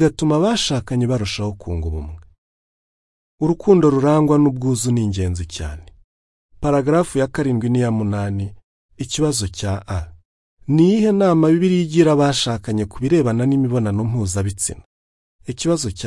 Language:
Kinyarwanda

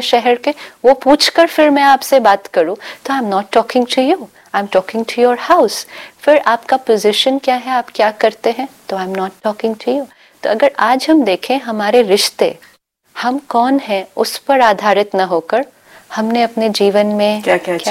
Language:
Hindi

